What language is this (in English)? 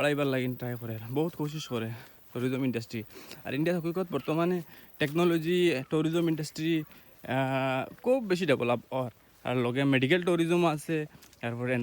Sylheti